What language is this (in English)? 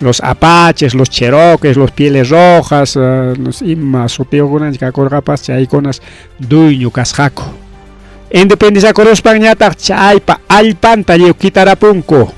Ayacucho Quechua